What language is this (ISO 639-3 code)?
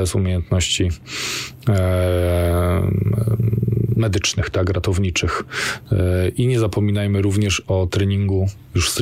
pol